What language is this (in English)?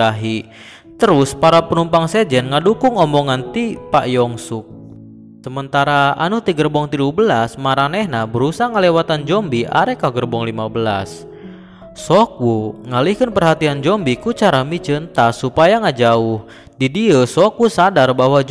Sundanese